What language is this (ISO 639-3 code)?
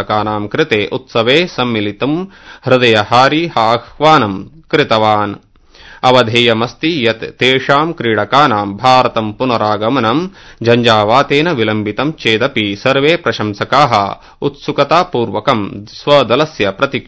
san